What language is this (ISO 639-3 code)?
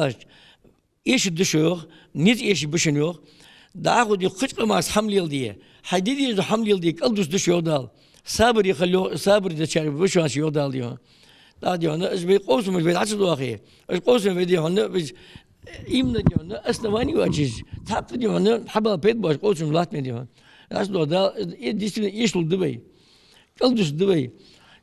inh